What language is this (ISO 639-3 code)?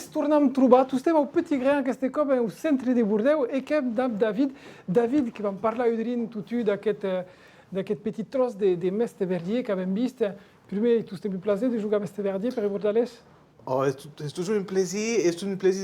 oci